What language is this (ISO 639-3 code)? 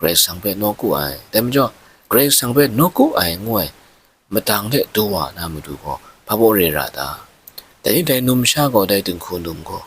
kac